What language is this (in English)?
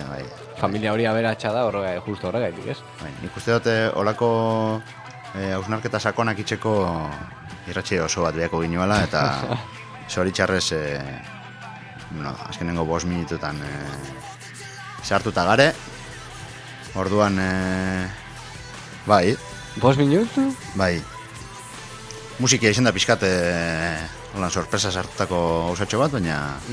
Basque